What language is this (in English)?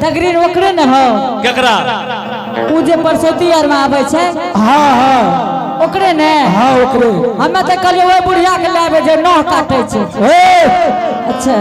Angika